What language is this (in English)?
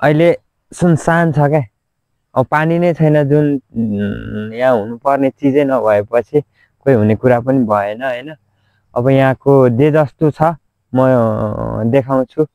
Nepali